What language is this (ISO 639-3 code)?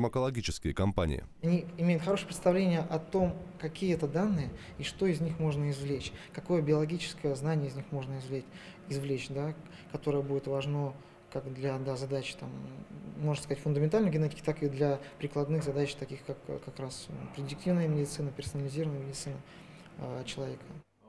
rus